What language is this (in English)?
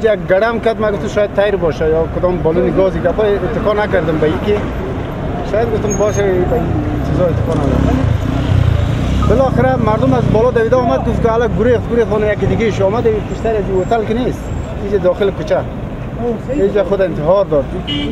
Persian